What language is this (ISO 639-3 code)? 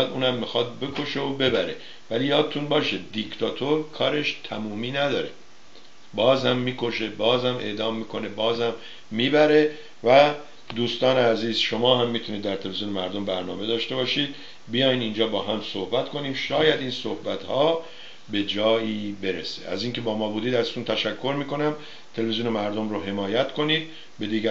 fas